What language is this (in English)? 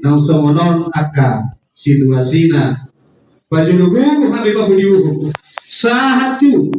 Batak Toba